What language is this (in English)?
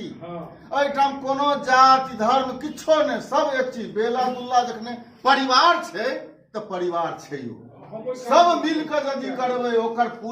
Maithili